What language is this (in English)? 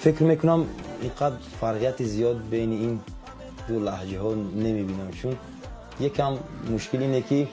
Tajik